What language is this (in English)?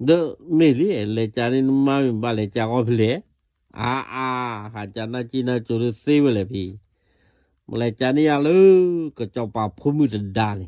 S'gaw Karen